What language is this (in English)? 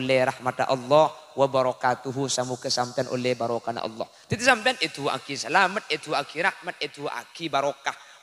Madurese